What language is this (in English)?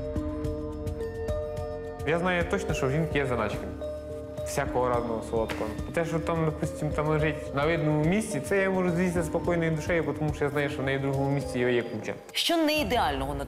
Ukrainian